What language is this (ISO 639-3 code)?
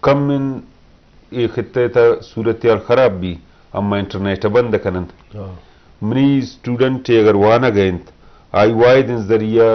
bgp